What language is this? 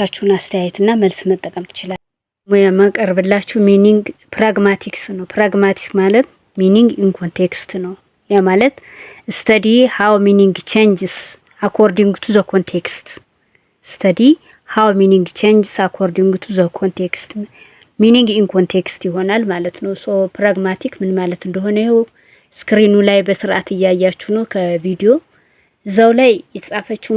Amharic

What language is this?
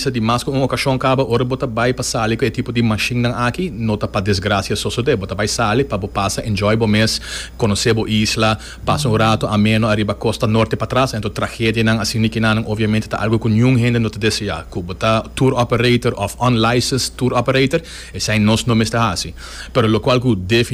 Papiamento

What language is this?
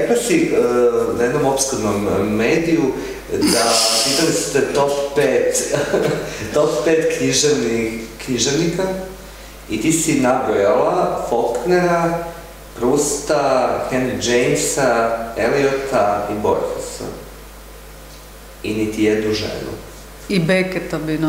Croatian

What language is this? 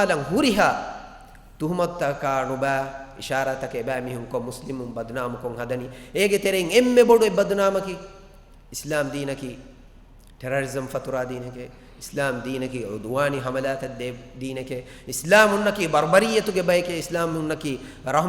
Divehi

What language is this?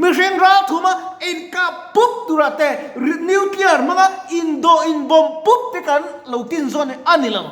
Mizo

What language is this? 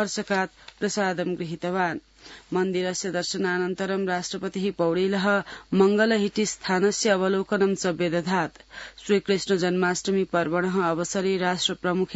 Sanskrit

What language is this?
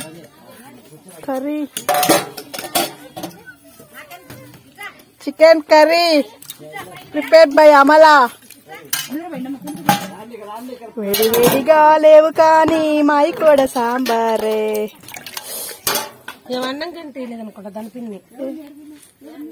Telugu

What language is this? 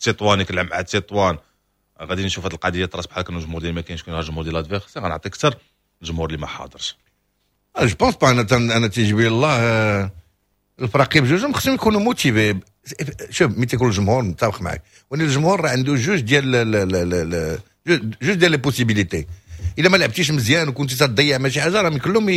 Moroccan Arabic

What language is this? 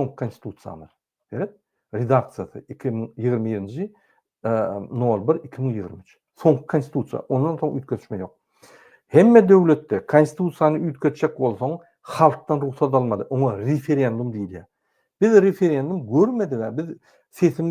Turkmen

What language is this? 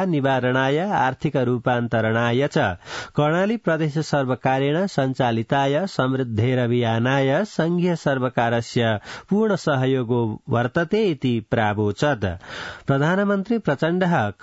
Sanskrit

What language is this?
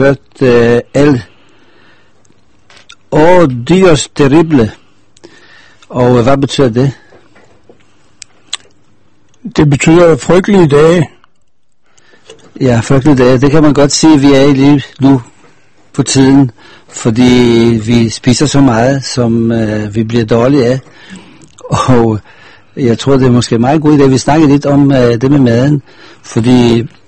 Danish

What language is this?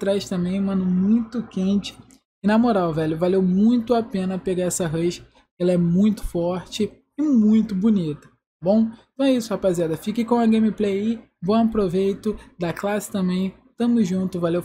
Portuguese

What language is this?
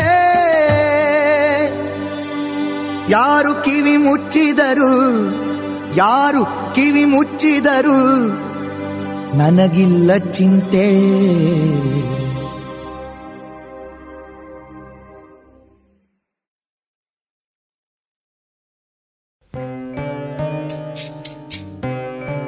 Kannada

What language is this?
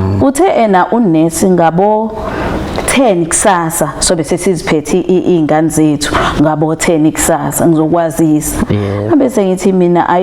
Zulu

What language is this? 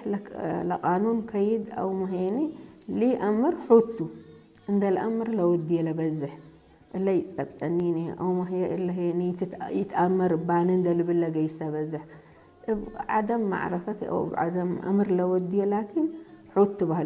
Tigre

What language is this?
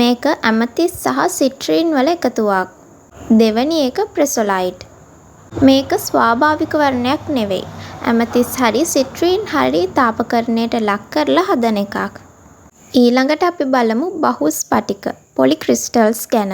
Sinhala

